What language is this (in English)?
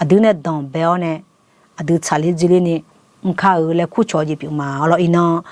Akha